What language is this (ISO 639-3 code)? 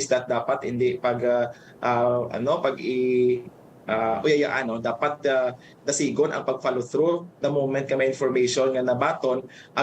hil